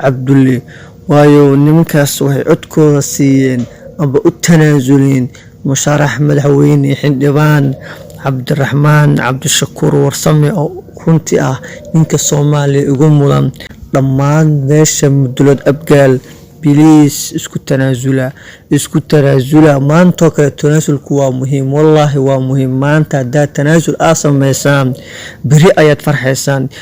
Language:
Somali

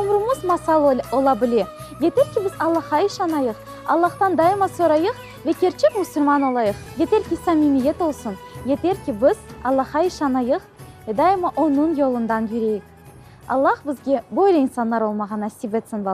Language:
Crimean Tatar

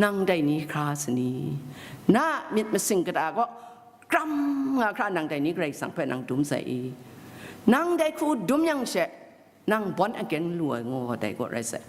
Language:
Kachin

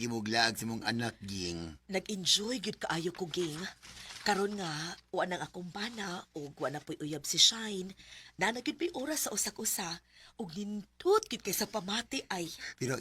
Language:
Cebuano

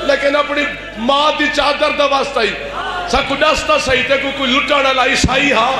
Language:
Saraiki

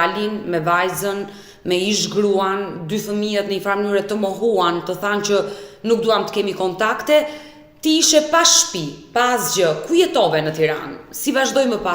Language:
Albanian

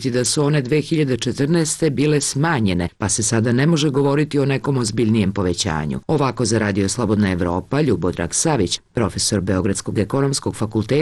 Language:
Serbian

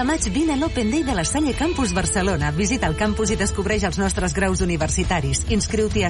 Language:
Catalan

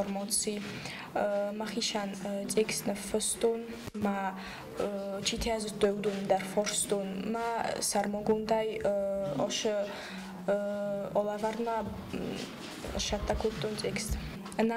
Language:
Ossetic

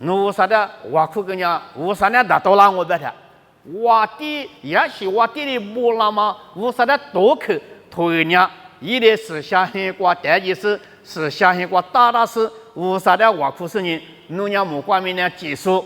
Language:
Lisu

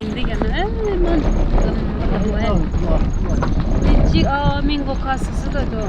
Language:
Yimchungru Naga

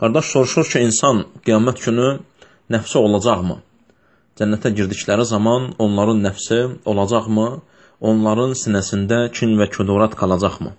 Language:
Azerbaijani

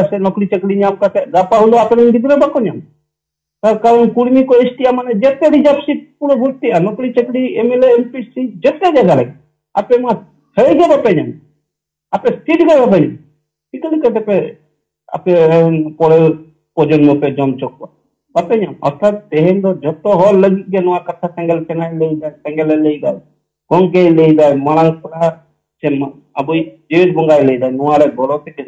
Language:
Santali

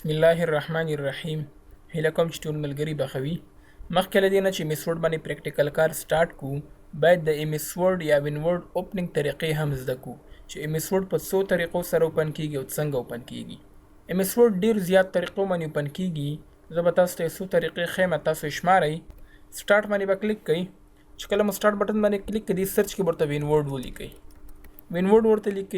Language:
Pashto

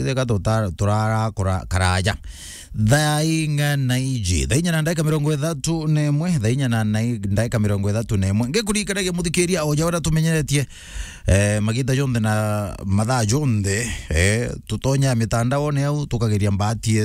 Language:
Meru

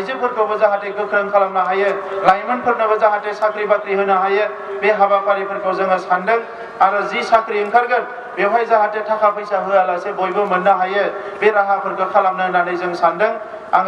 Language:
Bodo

